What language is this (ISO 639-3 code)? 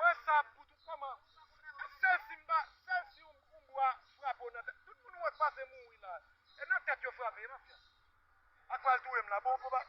hat